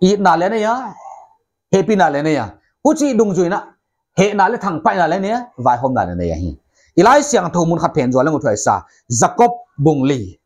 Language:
Paite Chin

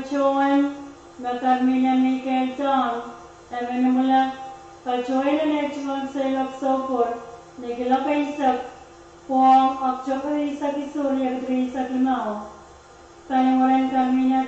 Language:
Pohnpeian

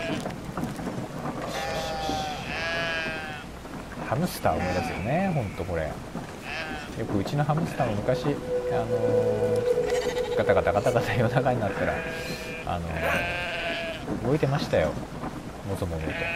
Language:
Japanese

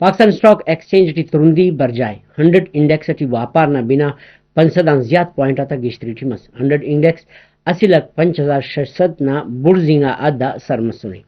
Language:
Brahui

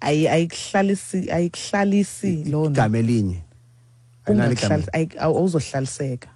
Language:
Xhosa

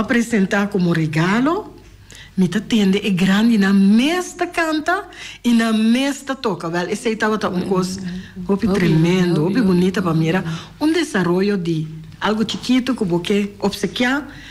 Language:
Papiamento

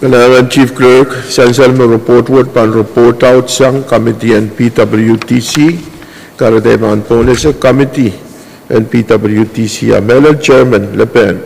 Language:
Pohnpeian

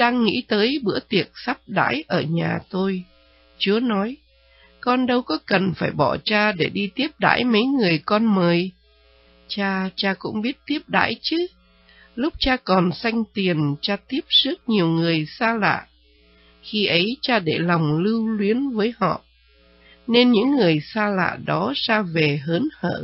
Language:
Vietnamese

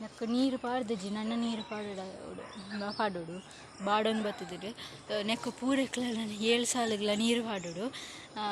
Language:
Tulu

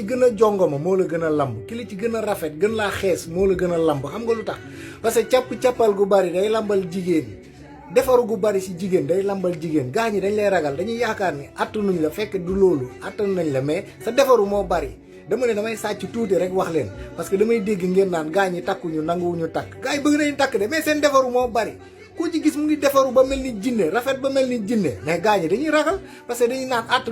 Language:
Wolof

